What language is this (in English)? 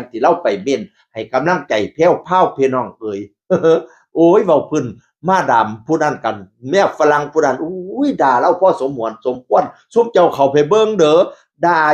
Northeastern Thai